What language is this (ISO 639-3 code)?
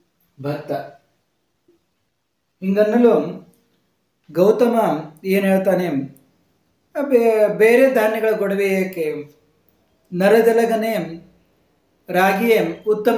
kan